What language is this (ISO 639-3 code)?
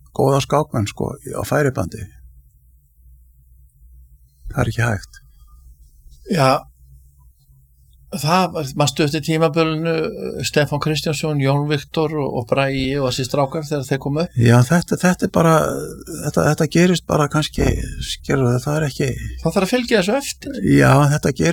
isl